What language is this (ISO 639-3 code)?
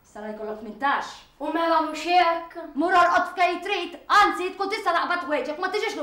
mlt